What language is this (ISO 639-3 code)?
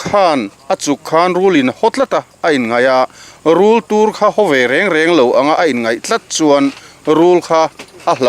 lus